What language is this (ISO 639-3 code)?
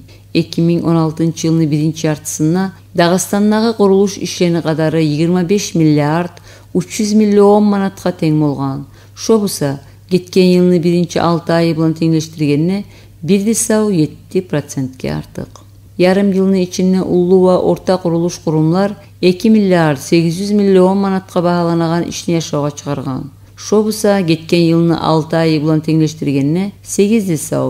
kum